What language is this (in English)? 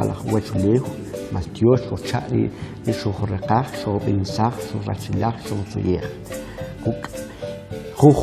Kʼicheʼ